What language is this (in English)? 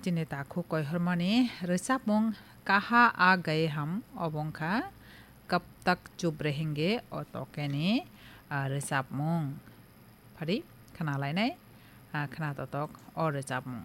Kok Borok